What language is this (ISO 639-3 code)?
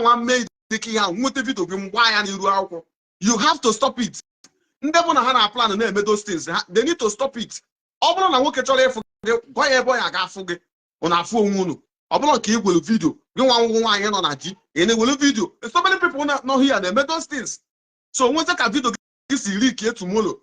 ibo